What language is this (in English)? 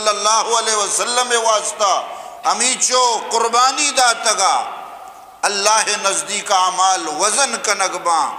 Eastern Balochi